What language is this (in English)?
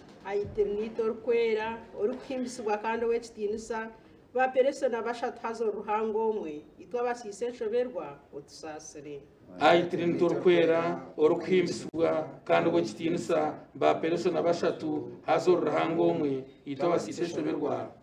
Nyankole